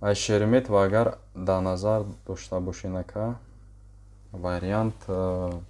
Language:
Tajik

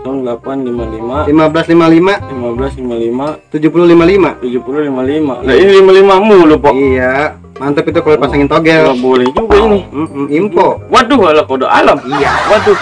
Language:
Betawi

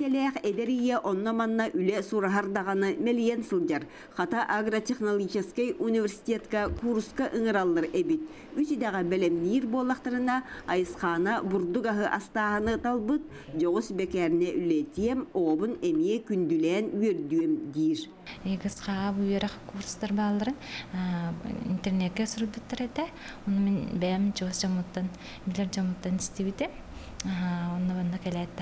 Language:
Yakut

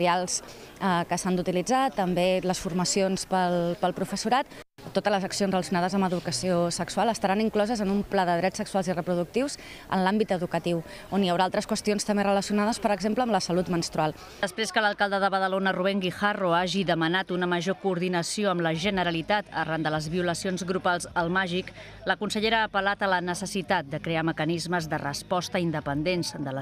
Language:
Catalan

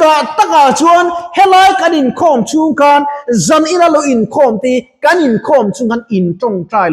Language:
Mizo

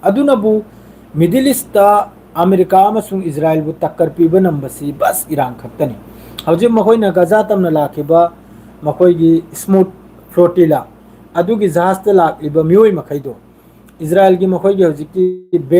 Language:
Manipuri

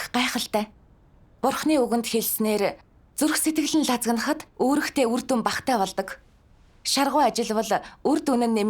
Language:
Mongolian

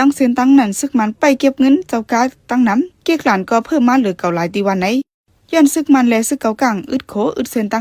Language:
Shan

